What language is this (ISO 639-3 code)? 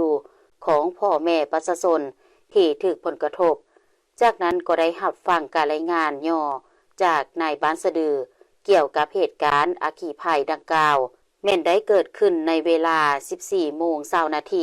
lao